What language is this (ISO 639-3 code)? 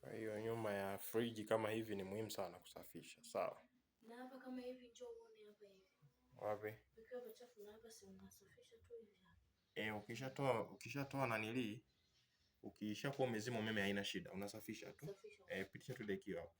swa